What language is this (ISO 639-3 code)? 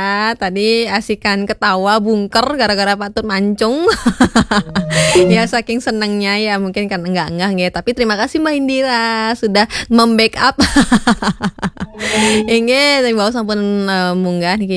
ban